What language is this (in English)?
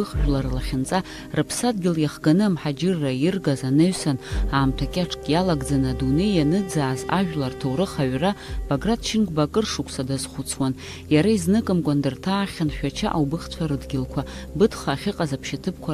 Abkhazian